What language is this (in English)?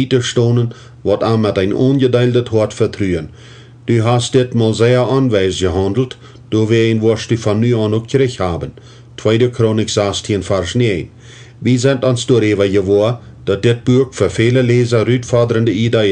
Plautdietsch